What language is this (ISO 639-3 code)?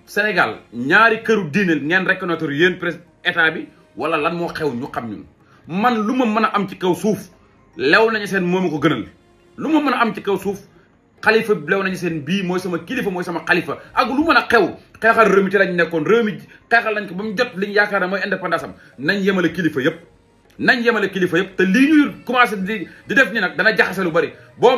wol